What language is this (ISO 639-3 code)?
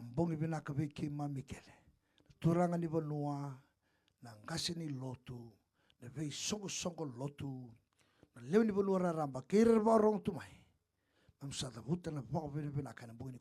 fij